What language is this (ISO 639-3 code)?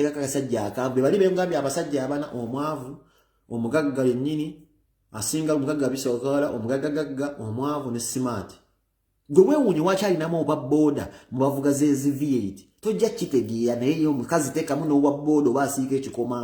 lug